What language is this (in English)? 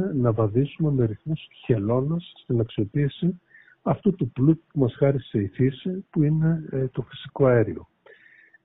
Greek